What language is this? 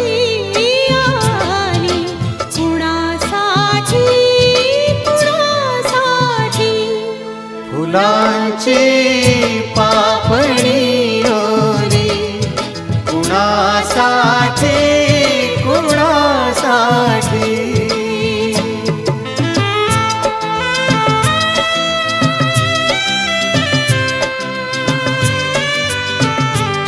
Marathi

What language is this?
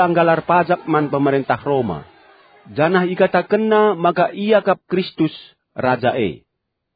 Batak Karo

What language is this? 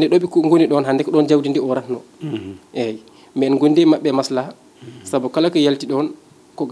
Fula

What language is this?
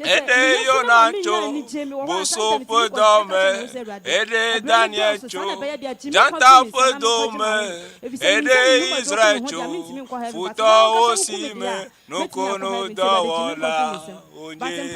Ewe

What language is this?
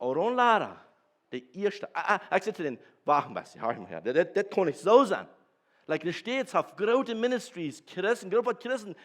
Plautdietsch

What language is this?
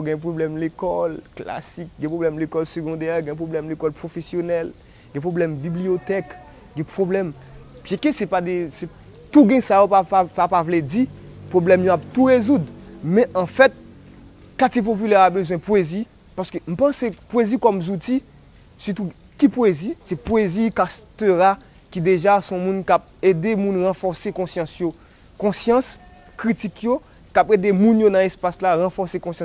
Haitian Creole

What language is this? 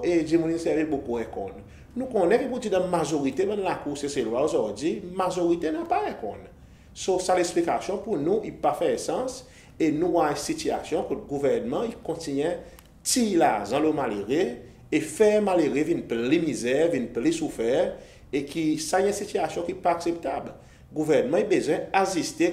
Seselwa Creole French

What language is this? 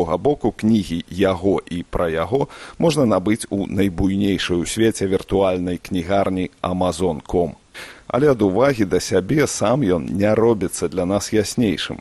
Belarusian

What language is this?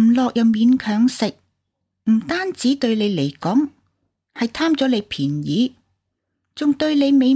Cantonese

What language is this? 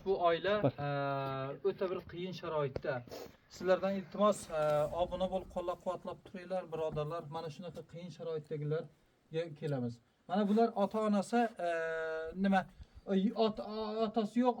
Uzbek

